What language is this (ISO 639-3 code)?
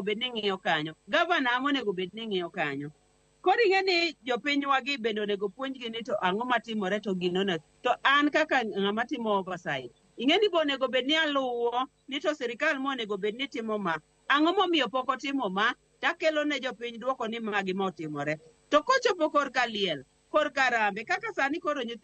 luo